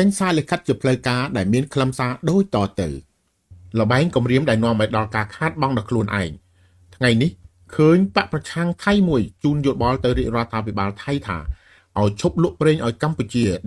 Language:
Khmer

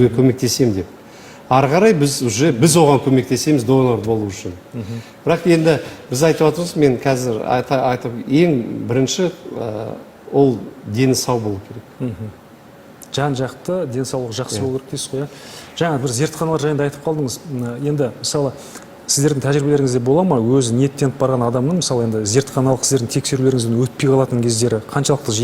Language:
Kazakh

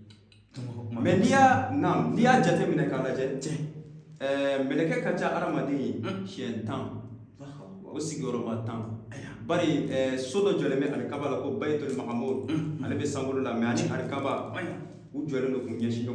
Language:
Bambara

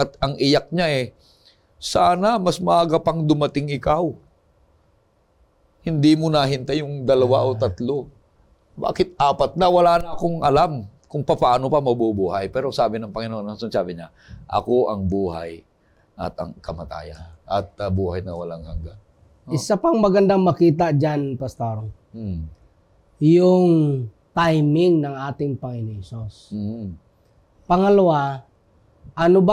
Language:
Filipino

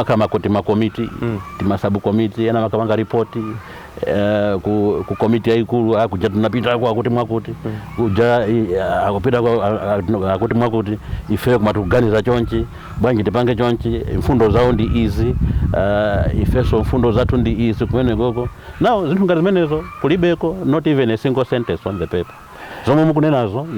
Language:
Nyanja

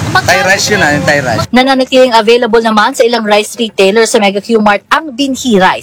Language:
Filipino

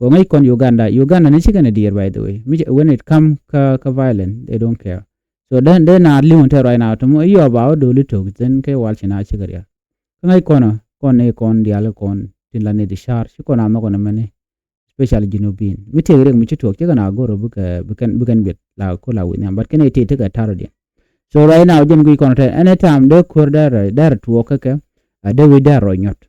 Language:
Nuer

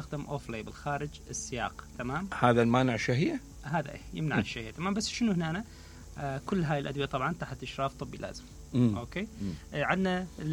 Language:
Mesopotamian Arabic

